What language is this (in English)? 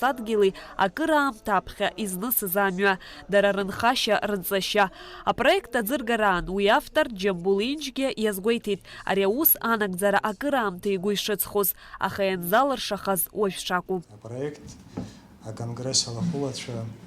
Abkhazian